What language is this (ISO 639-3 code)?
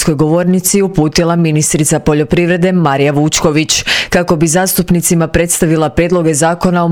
hrv